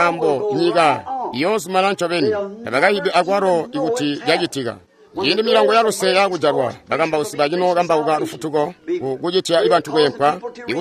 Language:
Tonga (Zambia)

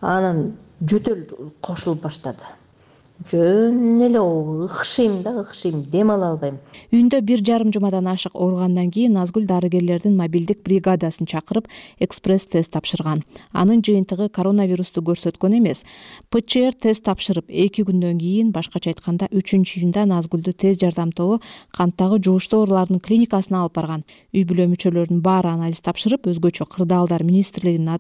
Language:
Kyrgyz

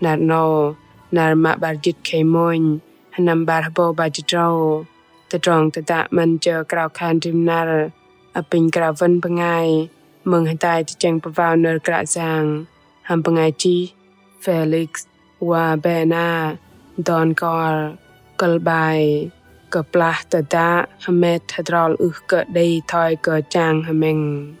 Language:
Bahnar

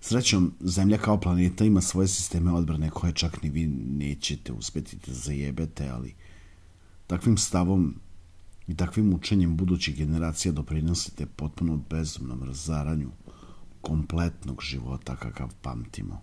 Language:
Serbian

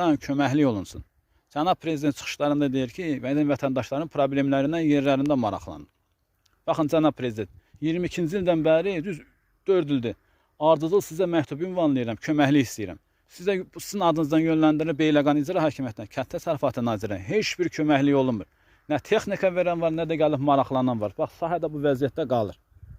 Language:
Azerbaijani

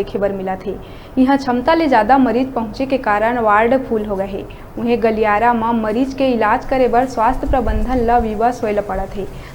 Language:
Chhattisgarhi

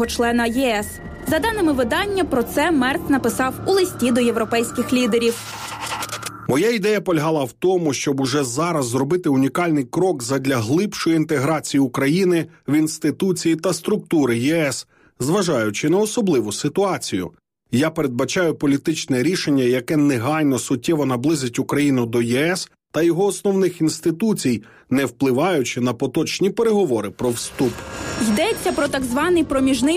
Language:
Ukrainian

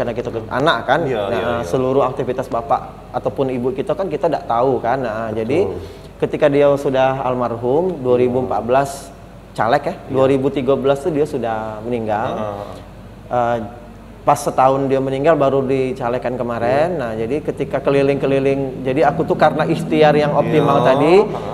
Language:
Musi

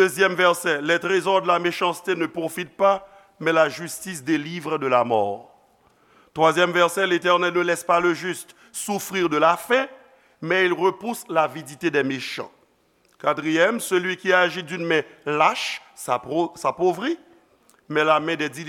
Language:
Haitian Creole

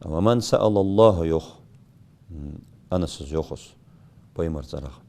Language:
Ingush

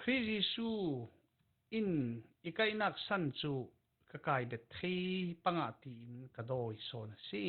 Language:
Falam Chin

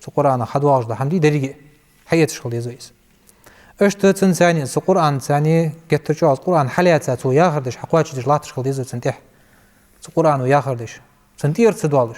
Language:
Ingush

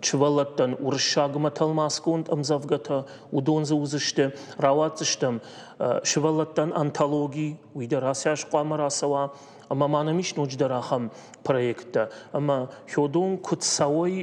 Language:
Ossetic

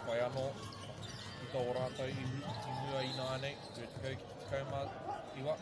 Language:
Māori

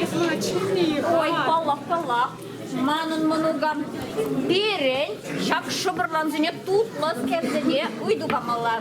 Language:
Chuvash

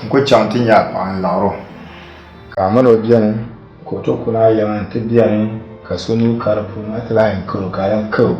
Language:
Dagbani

